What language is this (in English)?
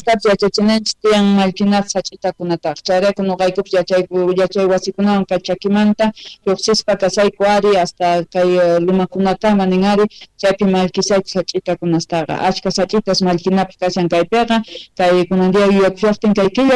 South Bolivian Quechua